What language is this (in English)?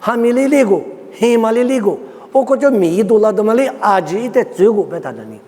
Lisu